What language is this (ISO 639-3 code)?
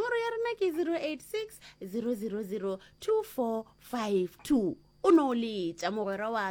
nso